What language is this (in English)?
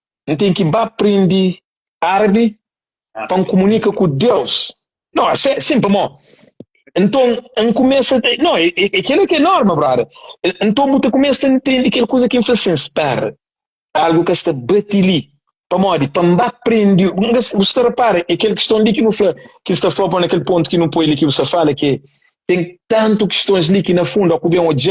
Kabuverdianu